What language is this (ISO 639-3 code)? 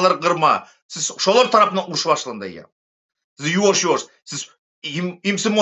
tuk